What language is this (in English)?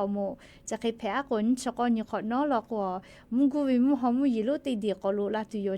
Lahu